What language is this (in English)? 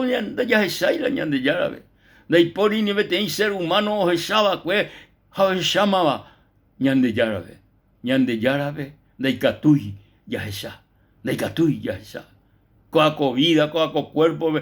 Guarani